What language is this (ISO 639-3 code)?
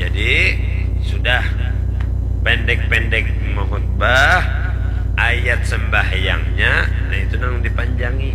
bjn